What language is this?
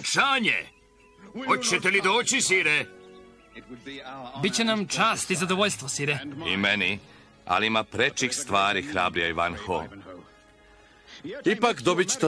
Serbian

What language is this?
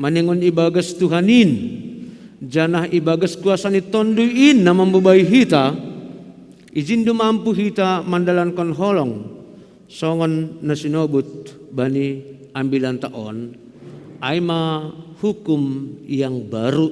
Batak Simalungun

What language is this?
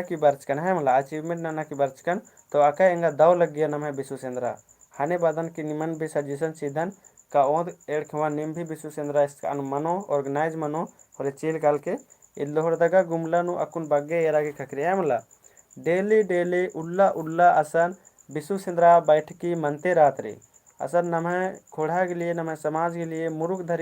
Kurukh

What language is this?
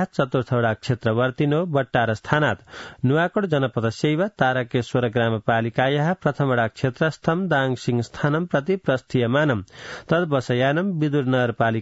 Sanskrit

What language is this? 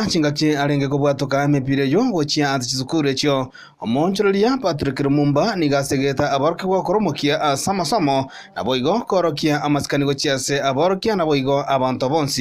Gusii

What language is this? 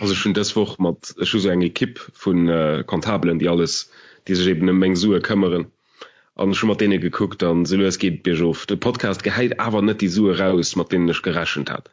Luxembourgish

